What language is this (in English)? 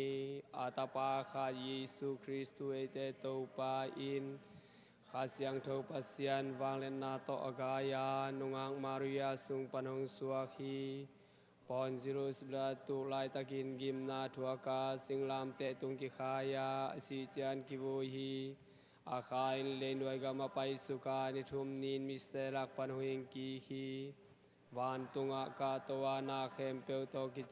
Tedim Chin